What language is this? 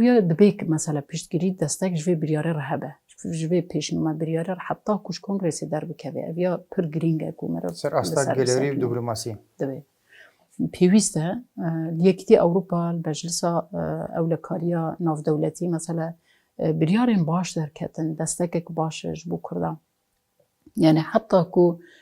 Kurdish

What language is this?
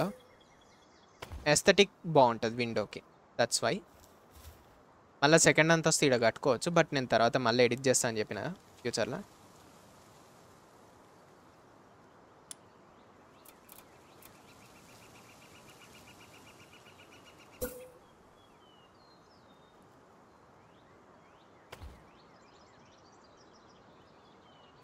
Telugu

